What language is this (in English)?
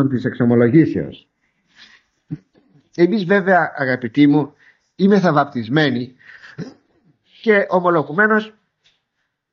Greek